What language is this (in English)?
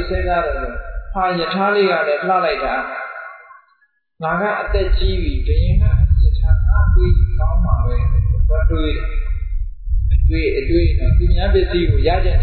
Burmese